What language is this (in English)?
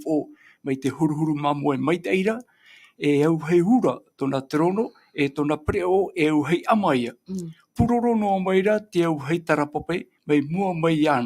Tahitian